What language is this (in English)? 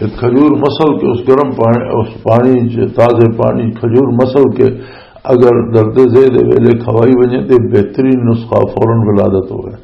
Western Panjabi